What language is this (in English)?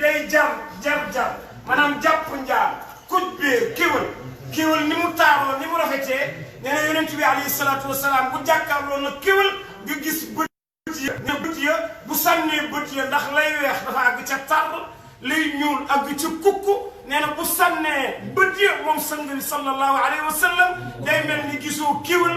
Wolof